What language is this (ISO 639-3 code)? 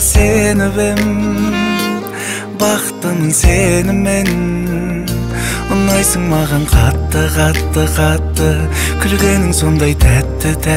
kaz